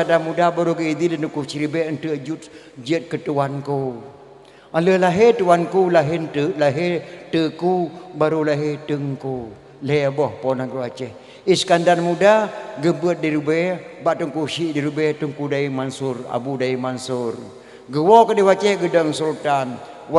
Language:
Achinese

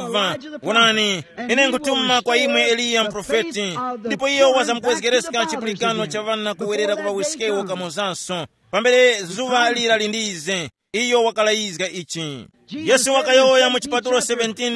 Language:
Tumbuka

